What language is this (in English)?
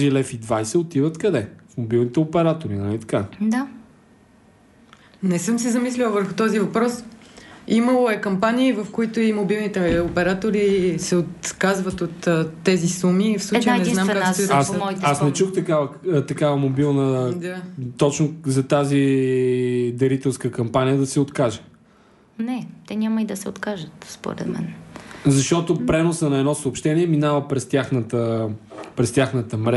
Bulgarian